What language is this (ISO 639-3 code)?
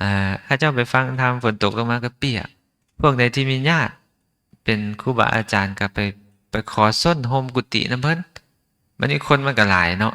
lao